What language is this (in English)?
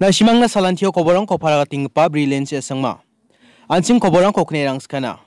Garo